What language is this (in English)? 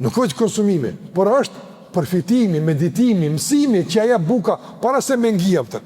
Albanian